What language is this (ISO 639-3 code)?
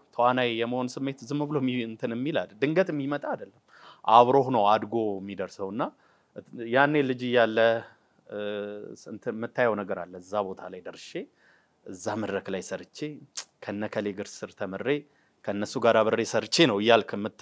amh